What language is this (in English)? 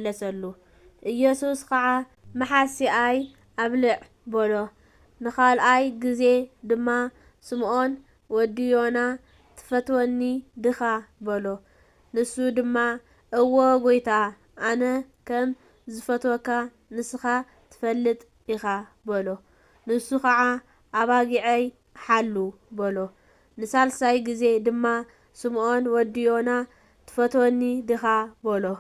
Tigrinya